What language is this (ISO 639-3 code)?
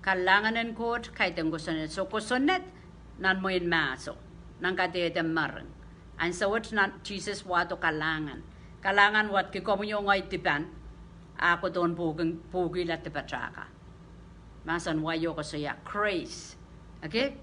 pon